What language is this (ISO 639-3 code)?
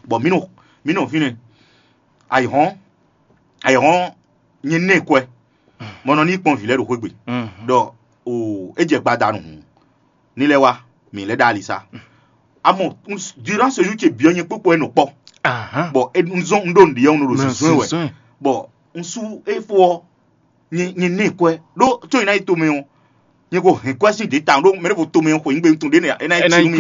fon